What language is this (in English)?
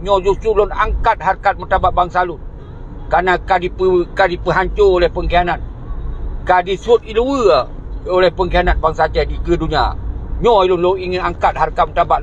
Achinese